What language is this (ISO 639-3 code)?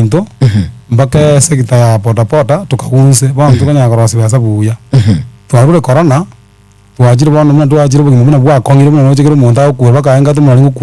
guz